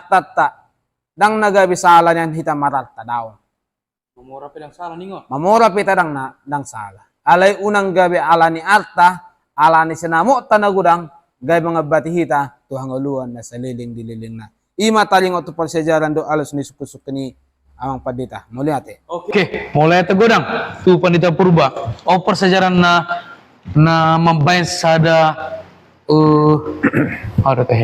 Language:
Batak Toba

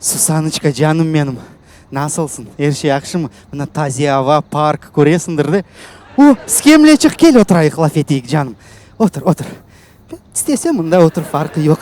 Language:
Crimean Tatar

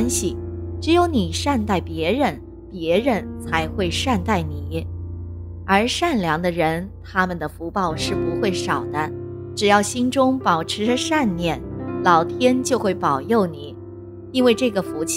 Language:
Chinese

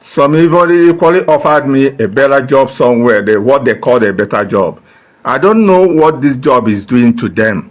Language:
Igbo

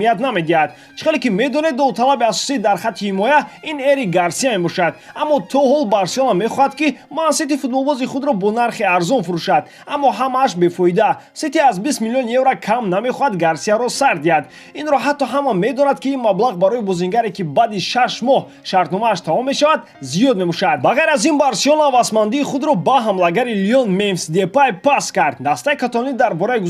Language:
Tajik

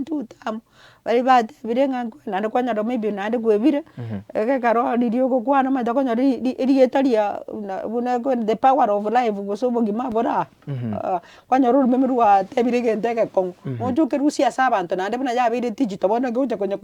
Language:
Gusii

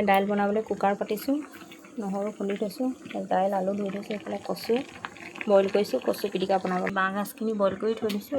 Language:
Assamese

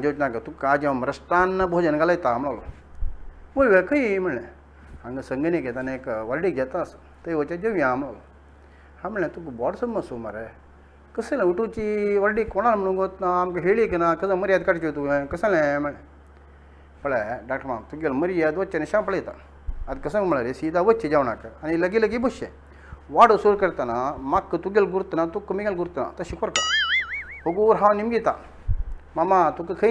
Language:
Konkani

